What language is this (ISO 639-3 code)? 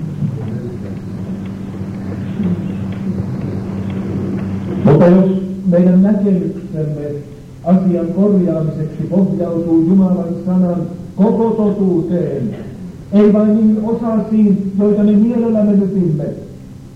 fin